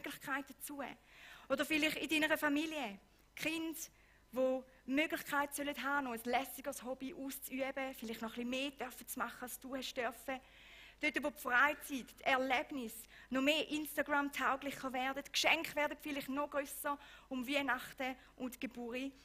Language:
Swiss German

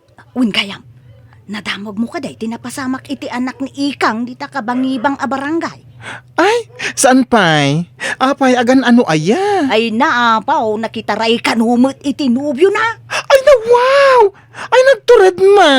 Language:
Iloko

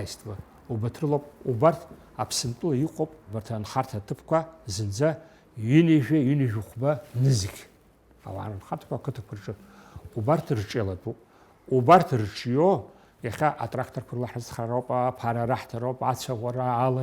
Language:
Abkhazian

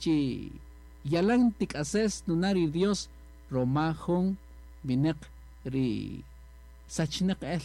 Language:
Kaqchikel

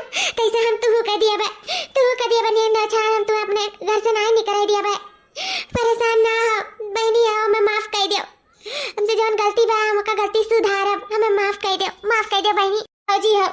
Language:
Awadhi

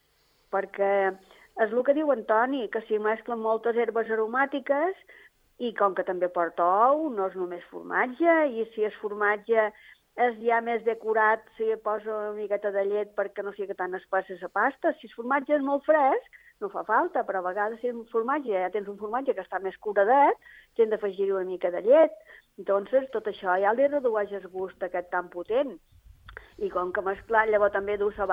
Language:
Catalan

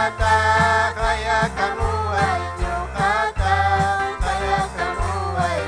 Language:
Ayacucho Quechua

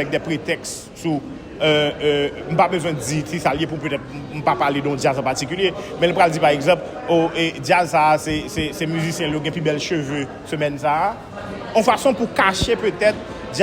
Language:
Haitian Creole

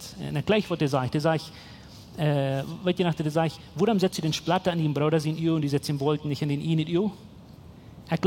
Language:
Plautdietsch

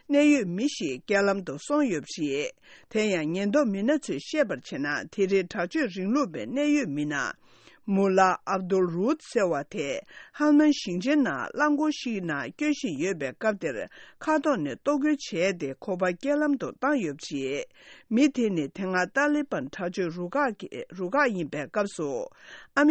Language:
Tibetan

